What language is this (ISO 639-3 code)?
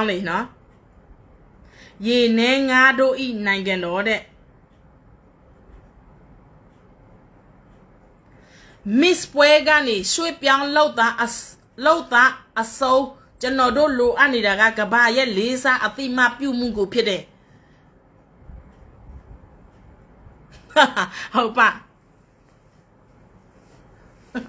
mya